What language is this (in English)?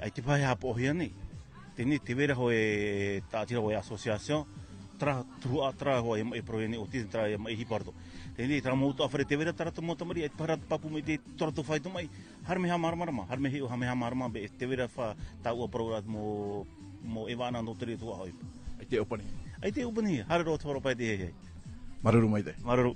Tahitian